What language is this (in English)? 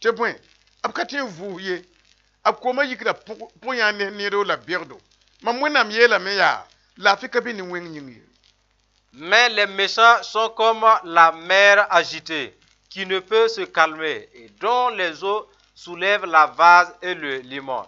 Mossi